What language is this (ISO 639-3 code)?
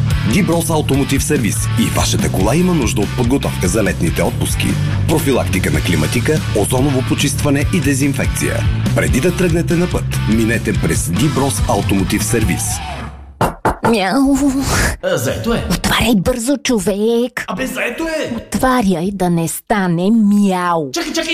bul